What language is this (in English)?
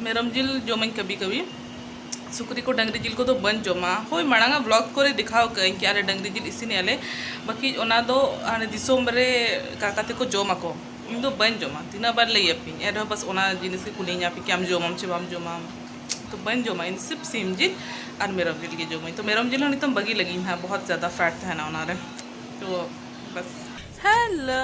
Santali